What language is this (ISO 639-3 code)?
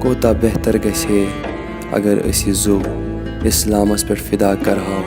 kas